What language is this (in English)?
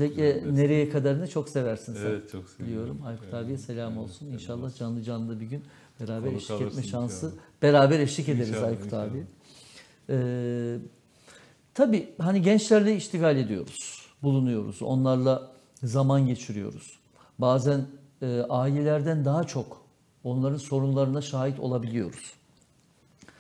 Turkish